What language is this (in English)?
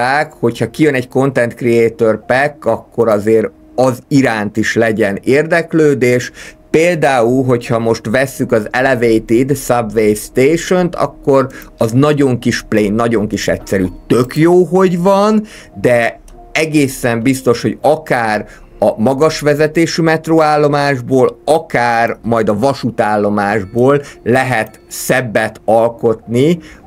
Hungarian